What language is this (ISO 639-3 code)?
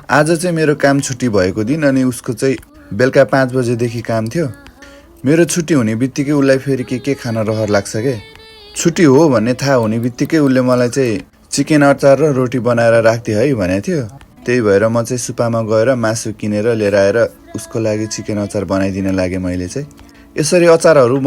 nep